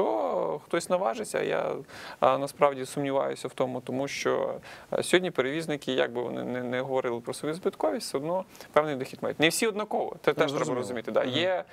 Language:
Ukrainian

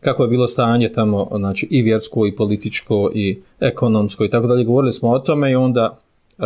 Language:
Bosnian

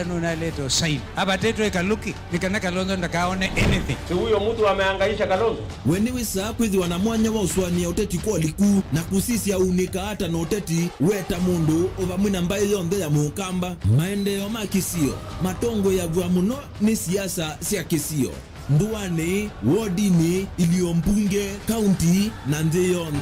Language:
Kamba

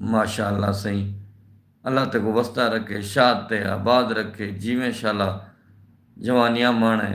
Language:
Saraiki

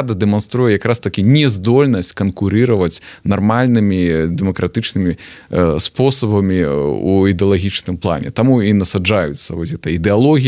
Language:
Belarusian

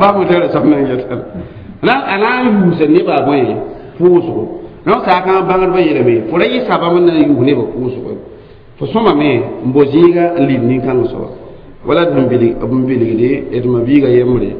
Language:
Mossi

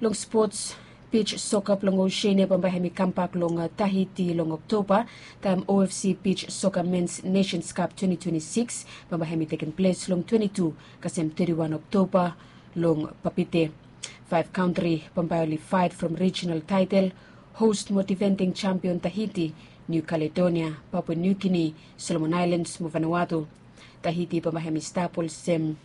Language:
Bislama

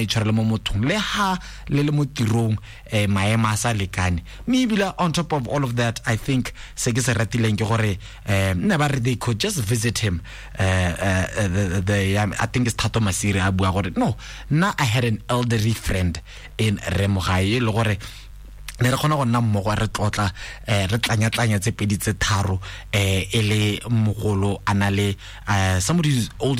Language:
Tswana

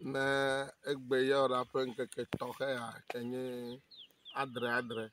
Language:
Ewe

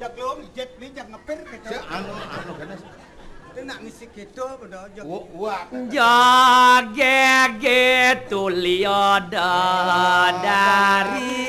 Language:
Balinese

